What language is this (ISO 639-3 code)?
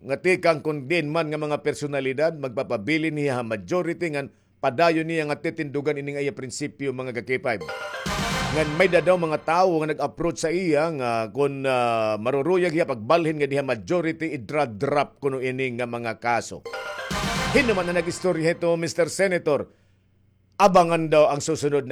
war